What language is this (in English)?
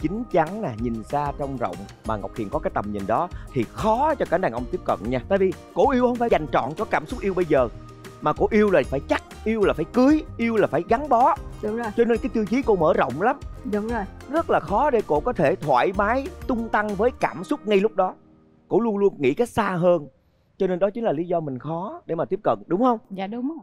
Vietnamese